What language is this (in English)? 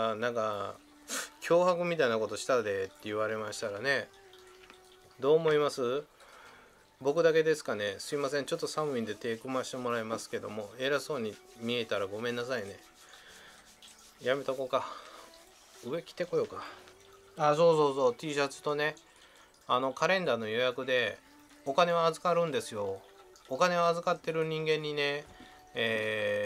Japanese